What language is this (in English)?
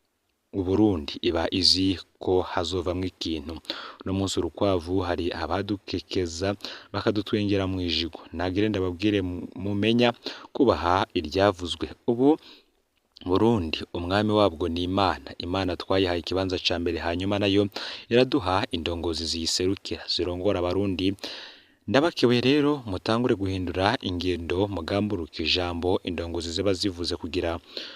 Rundi